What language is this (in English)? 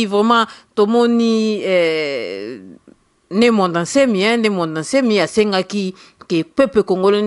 Lingala